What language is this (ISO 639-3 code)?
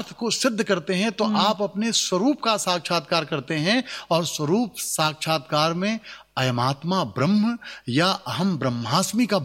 hin